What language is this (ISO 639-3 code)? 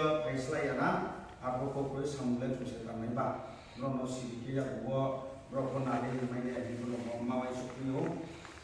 ria